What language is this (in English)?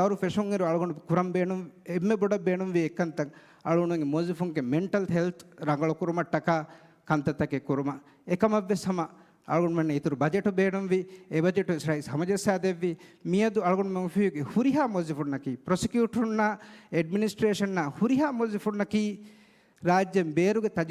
Divehi